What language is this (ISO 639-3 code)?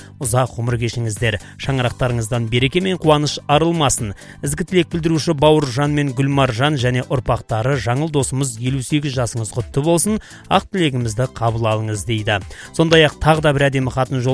kaz